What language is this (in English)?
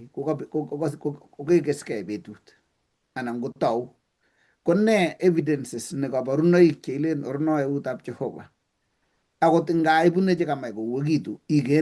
Kalenjin